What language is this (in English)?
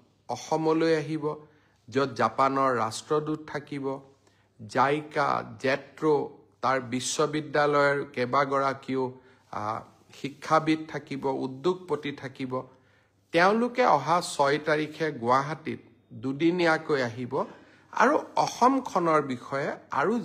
Assamese